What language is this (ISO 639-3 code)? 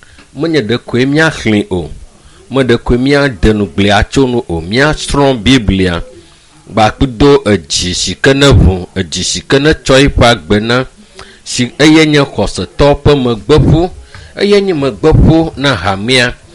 ewe